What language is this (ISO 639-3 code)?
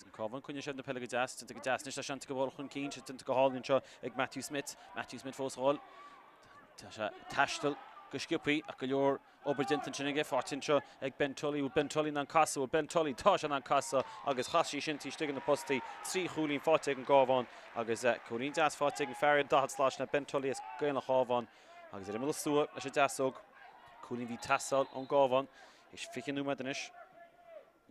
gle